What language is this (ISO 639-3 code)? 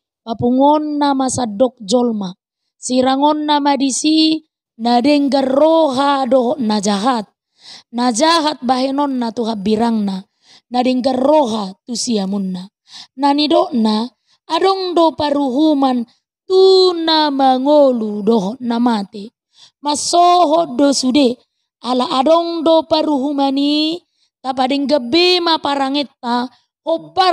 bbc